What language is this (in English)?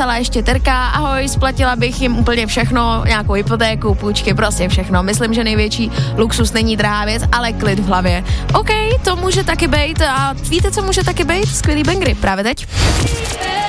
Czech